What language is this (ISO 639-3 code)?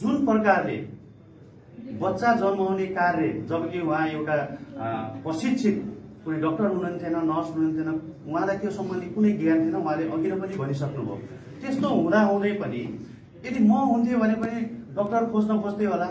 nep